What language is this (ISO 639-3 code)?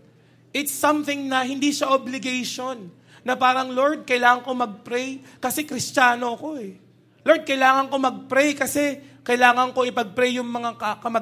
fil